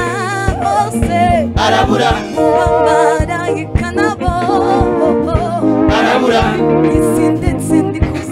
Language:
Kinyarwanda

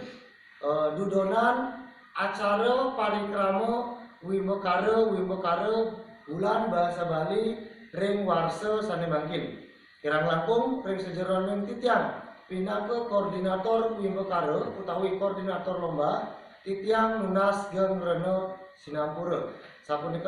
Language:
Balinese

